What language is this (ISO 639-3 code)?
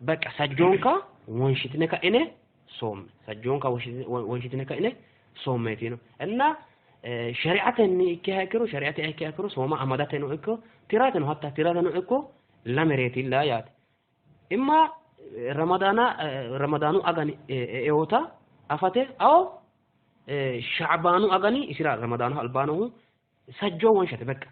sid